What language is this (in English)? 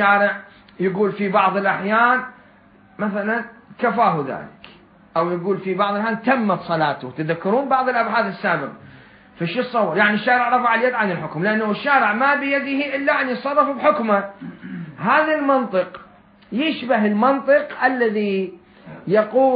Mesopotamian Arabic